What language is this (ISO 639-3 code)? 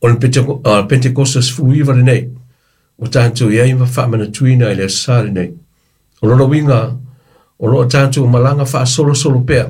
smo